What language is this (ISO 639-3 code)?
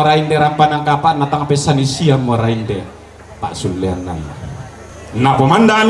sda